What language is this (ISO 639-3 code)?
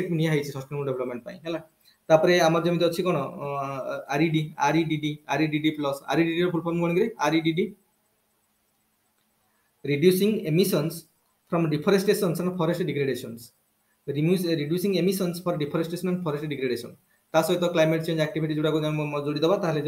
ori